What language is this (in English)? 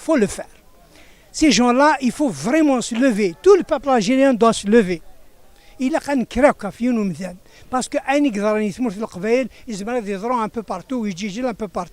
Kabyle